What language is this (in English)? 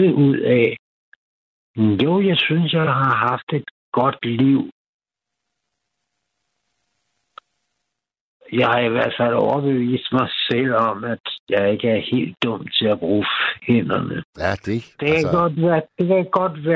Danish